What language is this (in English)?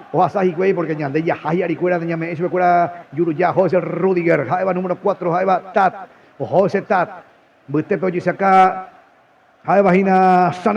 Guarani